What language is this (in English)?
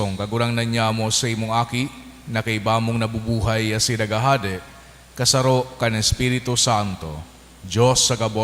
Bikol